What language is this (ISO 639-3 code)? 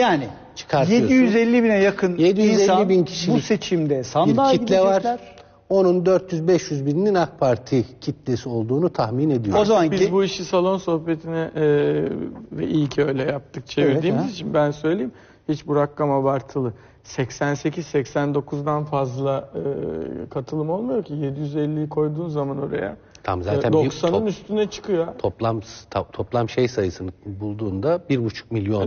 tur